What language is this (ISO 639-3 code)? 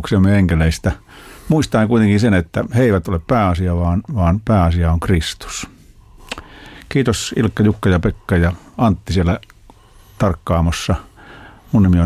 fin